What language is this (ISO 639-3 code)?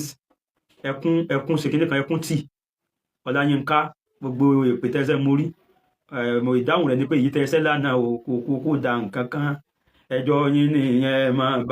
yor